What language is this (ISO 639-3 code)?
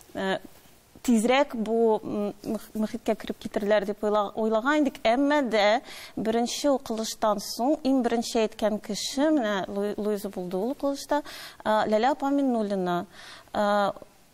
tat